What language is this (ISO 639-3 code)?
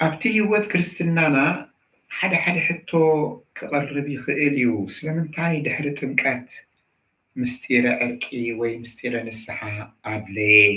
tir